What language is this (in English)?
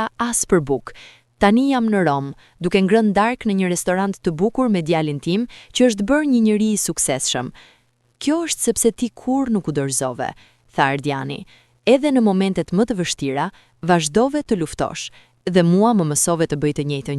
Albanian